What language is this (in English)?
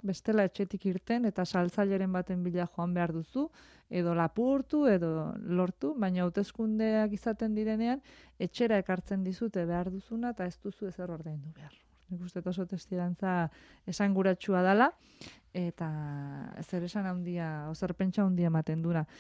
Basque